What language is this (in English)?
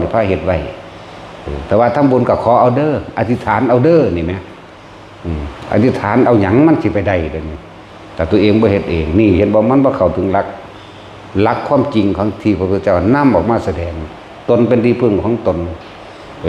Northeastern Thai